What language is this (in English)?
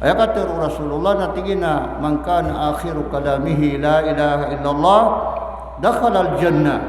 Maranao